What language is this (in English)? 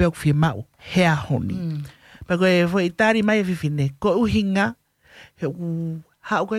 Tongan